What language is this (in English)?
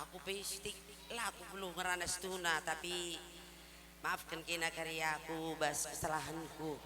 Batak Karo